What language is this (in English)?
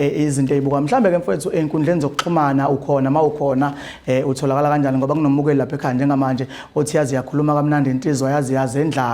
Zulu